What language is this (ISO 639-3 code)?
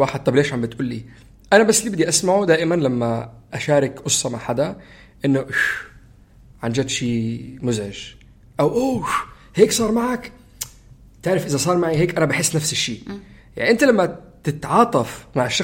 apc